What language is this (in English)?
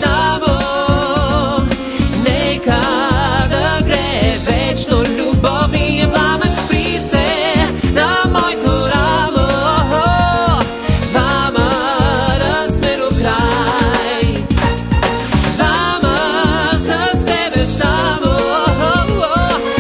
Bulgarian